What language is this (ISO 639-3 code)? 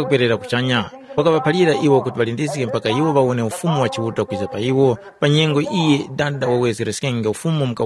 tum